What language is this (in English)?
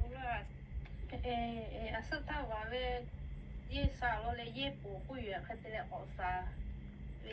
Lahu